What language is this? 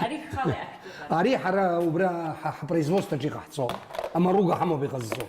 Abkhazian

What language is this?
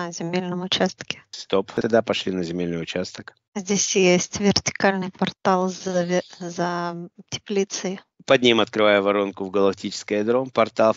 Russian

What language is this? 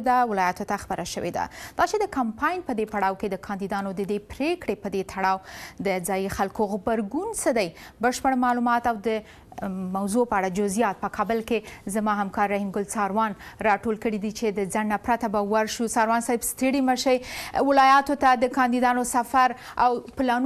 Pashto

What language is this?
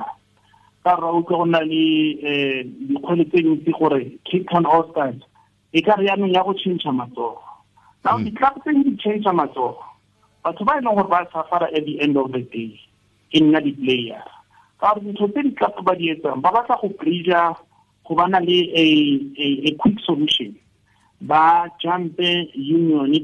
Tswana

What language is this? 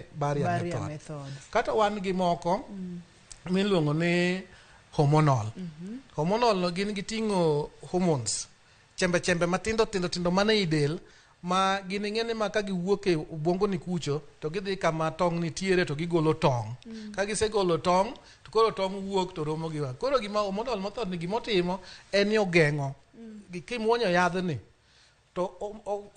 Luo (Kenya and Tanzania)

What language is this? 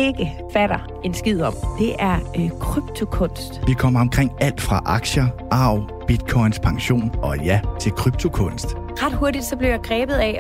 Danish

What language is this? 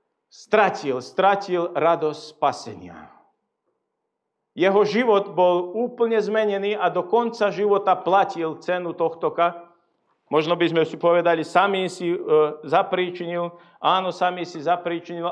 Slovak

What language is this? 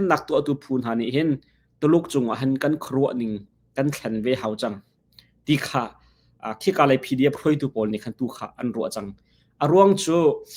Hakha Chin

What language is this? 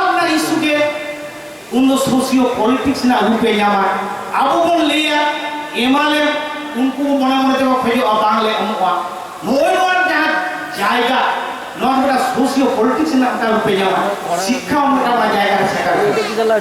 Santali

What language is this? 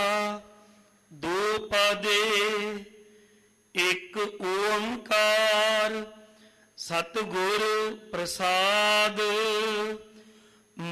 Punjabi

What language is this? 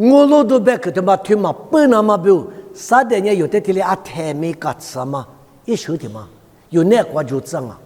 Lisu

